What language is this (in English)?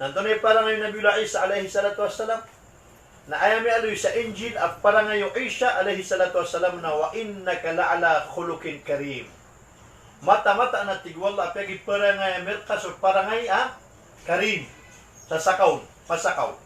Maranao